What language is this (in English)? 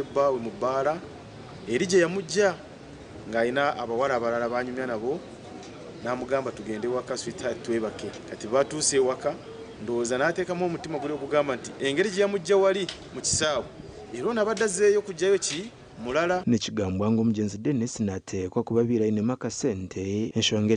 Nyankole